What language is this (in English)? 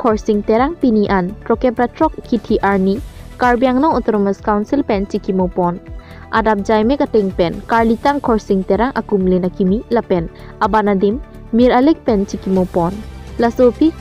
Karbi